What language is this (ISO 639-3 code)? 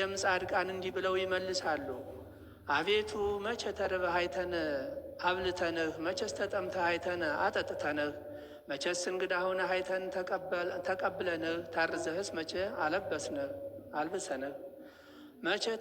amh